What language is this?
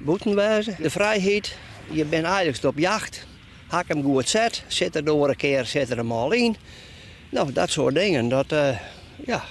Western Frisian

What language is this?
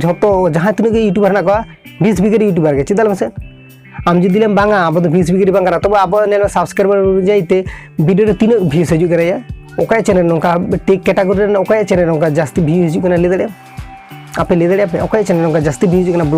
Santali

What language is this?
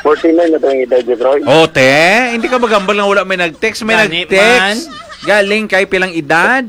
Hiligaynon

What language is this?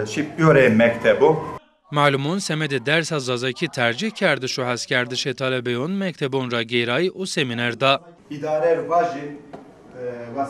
Zaza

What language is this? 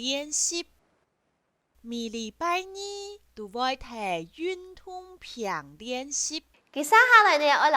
Hakka Chinese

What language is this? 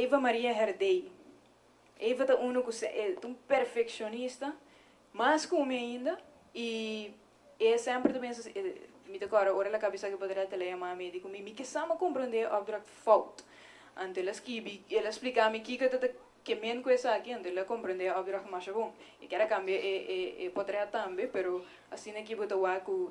Papiamento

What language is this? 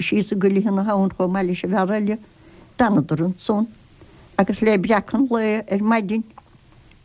Irish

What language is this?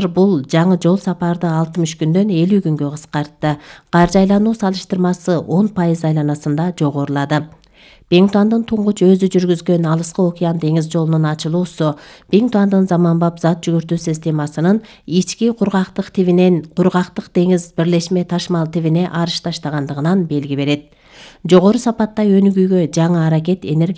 Kyrgyz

